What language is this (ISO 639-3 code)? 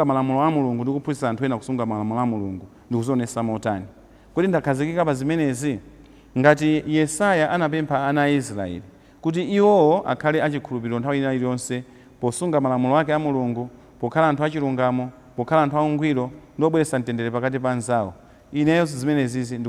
nya